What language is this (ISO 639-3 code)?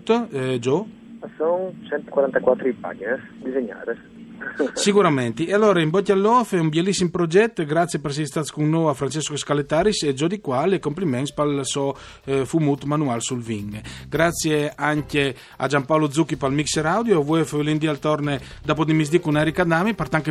fur